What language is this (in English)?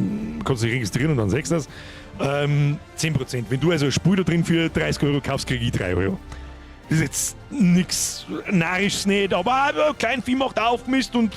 Bavarian